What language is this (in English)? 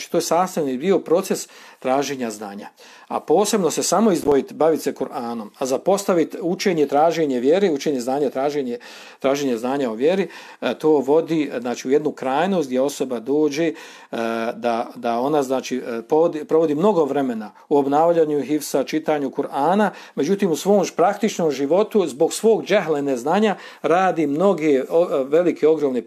Bosnian